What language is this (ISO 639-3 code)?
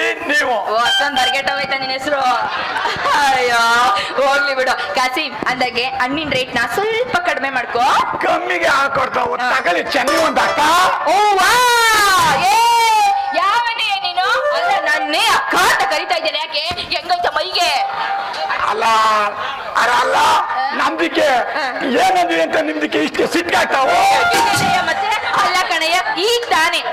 kan